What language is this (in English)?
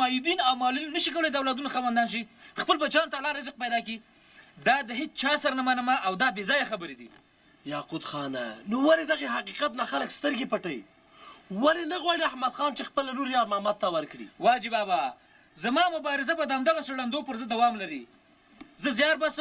Pashto